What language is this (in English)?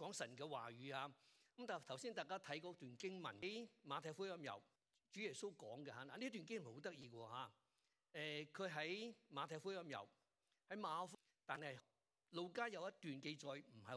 Cantonese